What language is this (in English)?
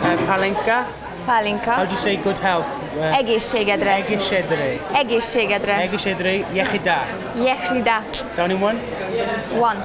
Welsh